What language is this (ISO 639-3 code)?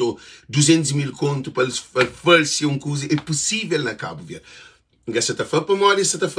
kea